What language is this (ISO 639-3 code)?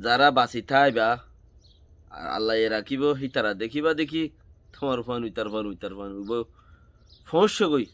rhg